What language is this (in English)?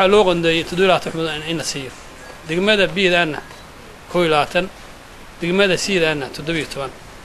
Somali